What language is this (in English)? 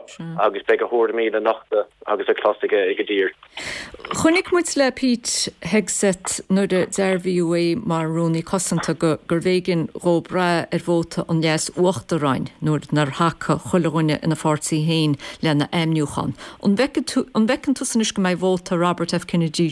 Irish